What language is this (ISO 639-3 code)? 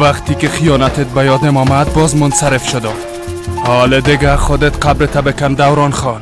fas